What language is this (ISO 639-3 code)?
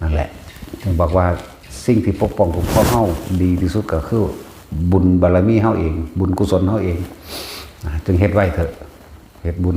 lao